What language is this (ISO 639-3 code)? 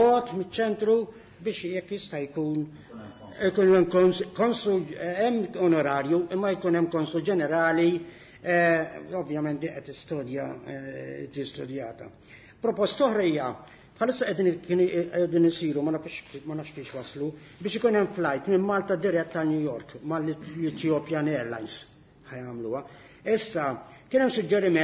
mlt